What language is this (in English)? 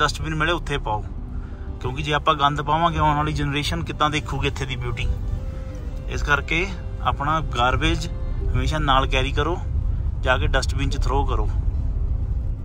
Punjabi